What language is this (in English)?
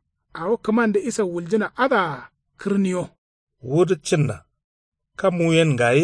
Kanuri